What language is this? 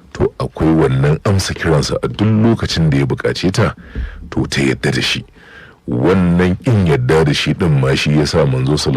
Hausa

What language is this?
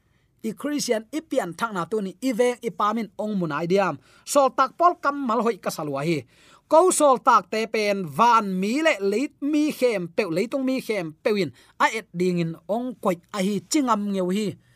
Tedim Chin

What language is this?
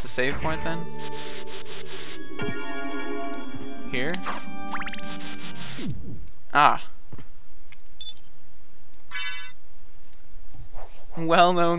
English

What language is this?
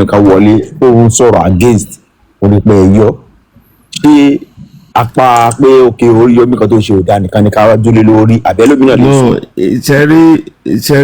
Yoruba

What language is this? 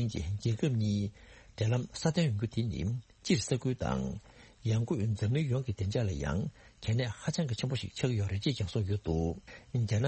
Tibetan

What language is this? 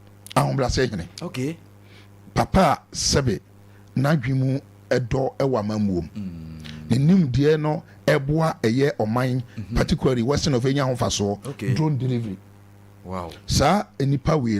Akan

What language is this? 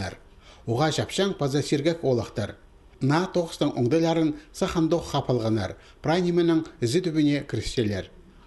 Khakas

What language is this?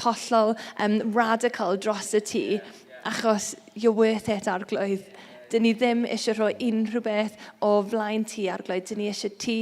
Welsh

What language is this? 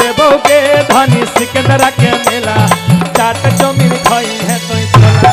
Magahi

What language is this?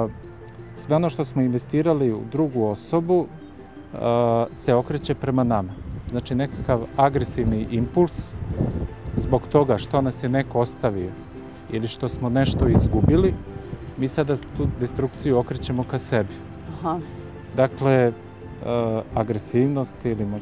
Serbian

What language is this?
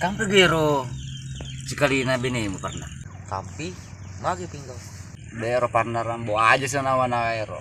Buginese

